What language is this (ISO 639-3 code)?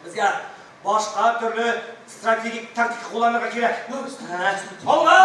tat